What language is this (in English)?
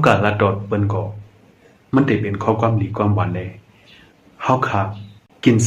Shan